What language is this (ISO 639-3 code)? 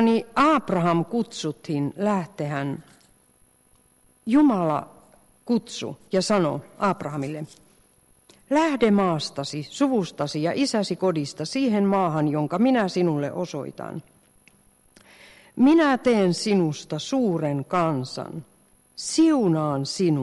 fin